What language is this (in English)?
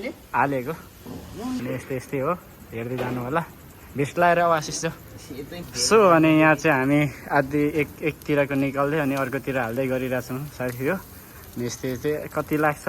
Nepali